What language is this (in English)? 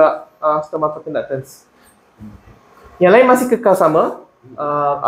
Malay